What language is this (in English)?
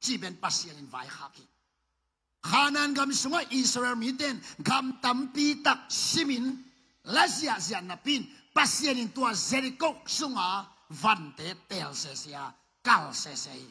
Tedim Chin